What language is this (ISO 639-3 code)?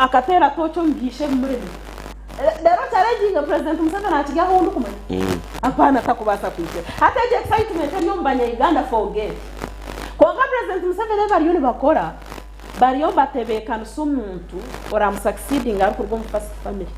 nyn